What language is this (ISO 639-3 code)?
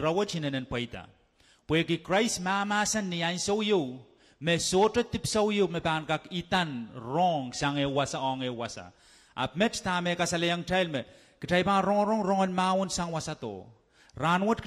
pon